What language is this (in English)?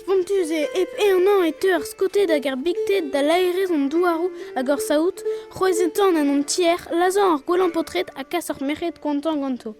Breton